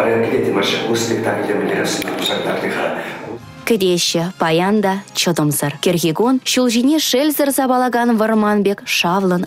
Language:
Chuvash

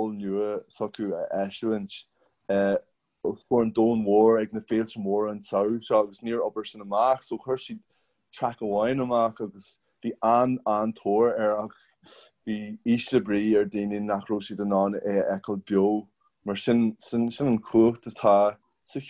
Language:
Irish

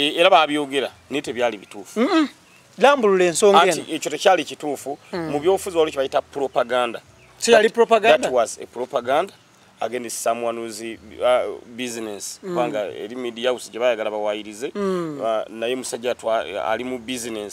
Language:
Ganda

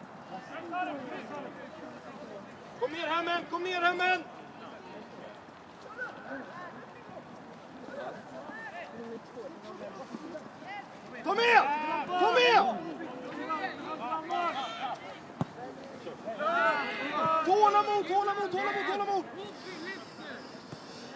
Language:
Swedish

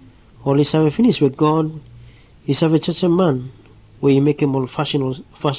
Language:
Bislama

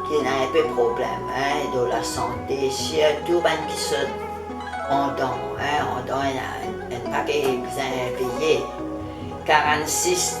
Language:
Morisyen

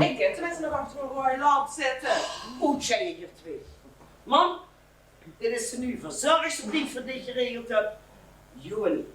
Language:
Limburgish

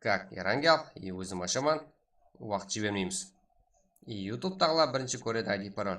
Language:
Kara-Kalpak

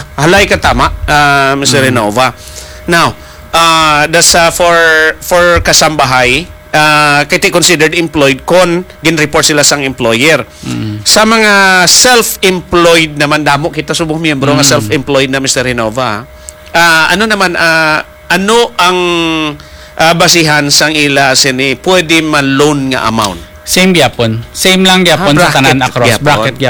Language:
Hiligaynon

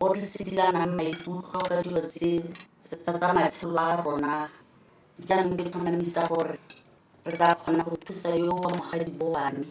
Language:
Tswana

